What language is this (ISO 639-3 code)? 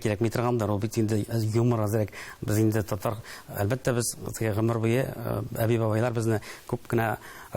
tat